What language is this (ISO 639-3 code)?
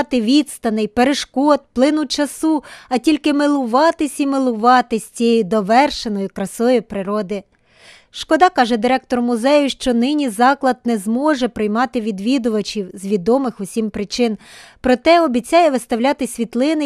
ukr